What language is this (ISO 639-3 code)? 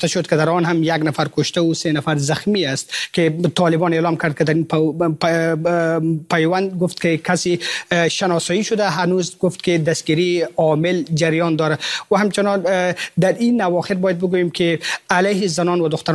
fas